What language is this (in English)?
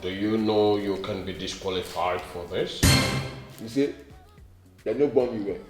Nigerian Pidgin